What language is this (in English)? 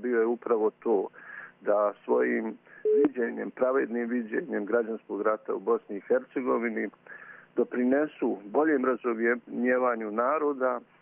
Croatian